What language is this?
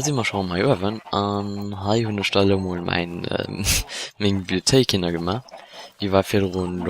Luxembourgish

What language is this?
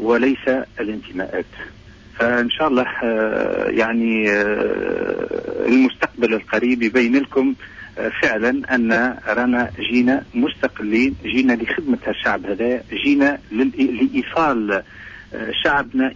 Tunisian Arabic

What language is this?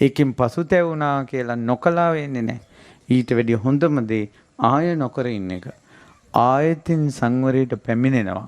Sinhala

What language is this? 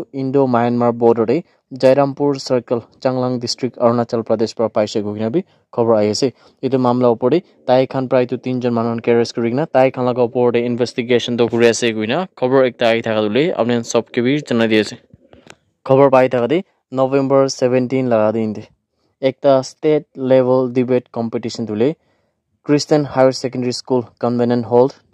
Naga Pidgin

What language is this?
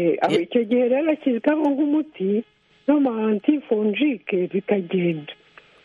Kinyarwanda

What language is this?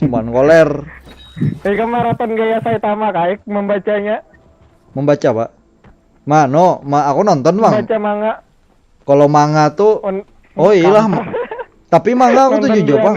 Banjar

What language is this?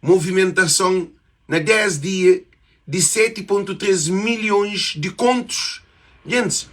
Kabuverdianu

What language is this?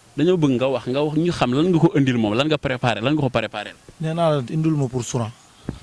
Wolof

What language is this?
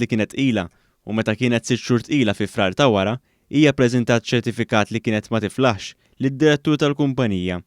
Maltese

